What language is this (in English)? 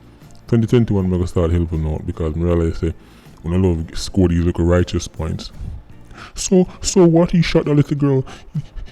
Jamaican Creole English